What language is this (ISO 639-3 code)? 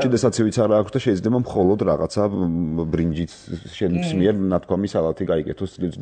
kat